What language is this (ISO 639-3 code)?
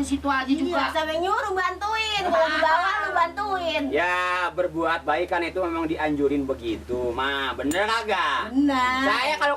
bew